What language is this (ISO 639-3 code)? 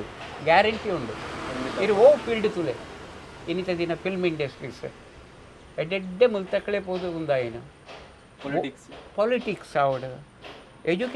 tcy